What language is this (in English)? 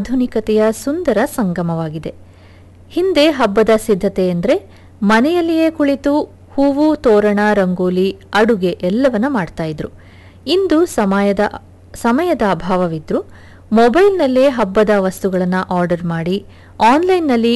Kannada